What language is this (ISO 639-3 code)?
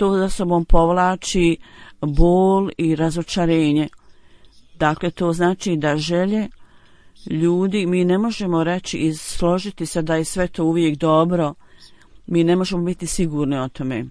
bos